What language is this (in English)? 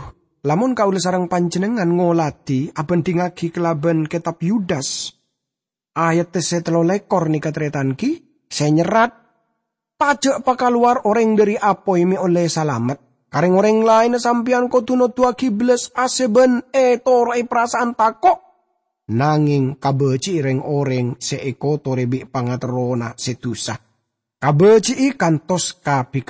Madurese